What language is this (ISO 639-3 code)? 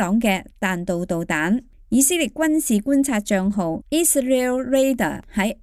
yue